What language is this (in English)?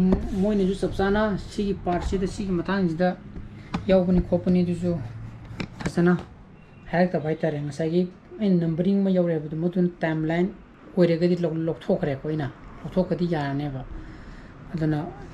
Manipuri